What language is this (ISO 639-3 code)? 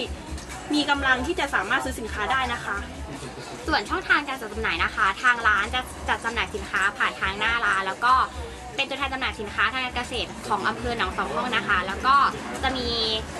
tha